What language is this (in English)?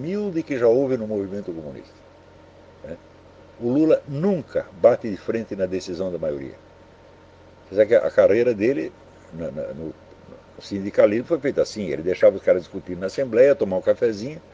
Portuguese